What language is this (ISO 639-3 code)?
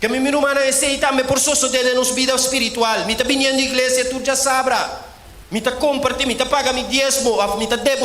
pap